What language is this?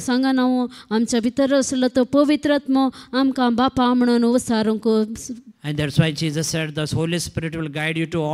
Konkani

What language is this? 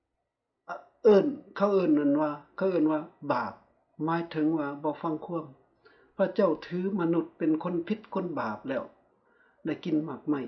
Lao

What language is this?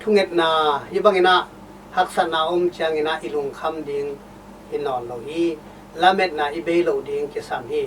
Tedim Chin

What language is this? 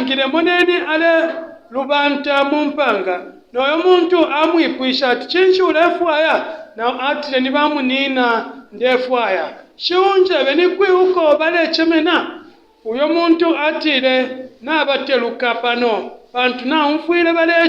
Bemba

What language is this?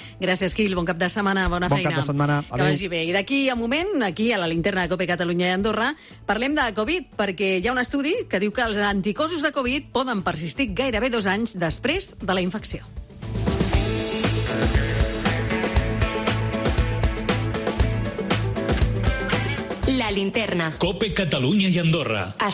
Catalan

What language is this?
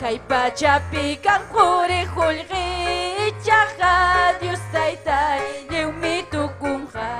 Ayacucho Quechua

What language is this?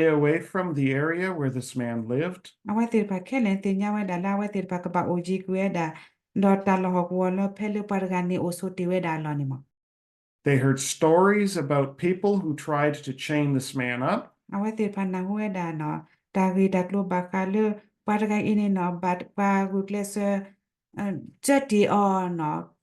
S'gaw Karen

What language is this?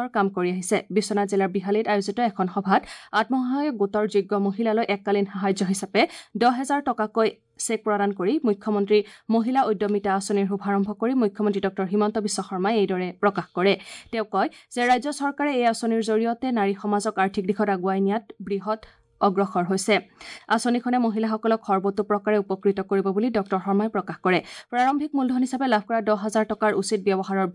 Assamese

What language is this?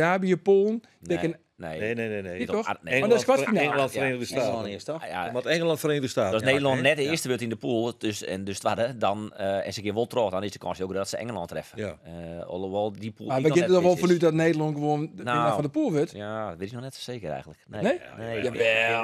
Western Frisian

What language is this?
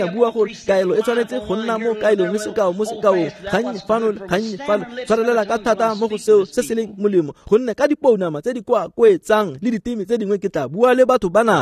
Tswana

